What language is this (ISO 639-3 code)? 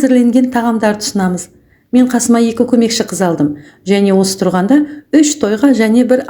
kaz